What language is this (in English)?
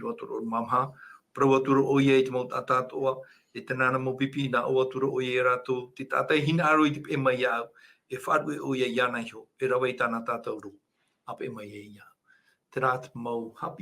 Tahitian